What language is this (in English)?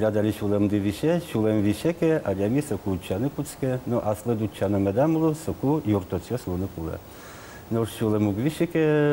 Udmurt